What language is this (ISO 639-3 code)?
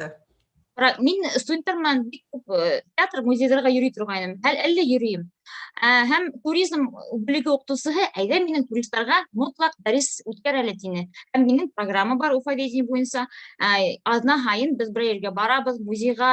bak